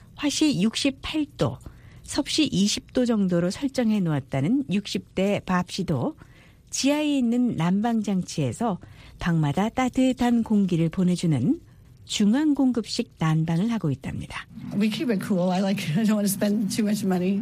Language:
Korean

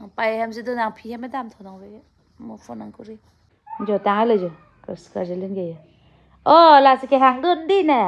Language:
Karbi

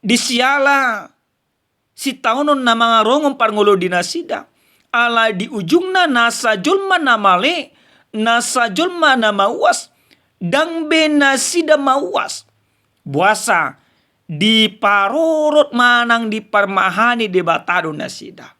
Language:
Batak Toba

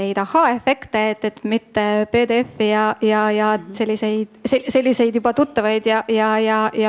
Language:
Estonian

